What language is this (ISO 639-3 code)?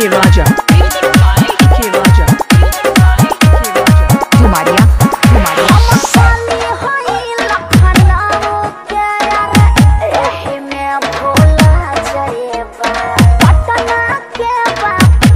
bho